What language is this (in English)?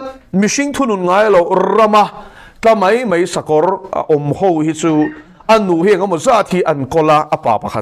Mizo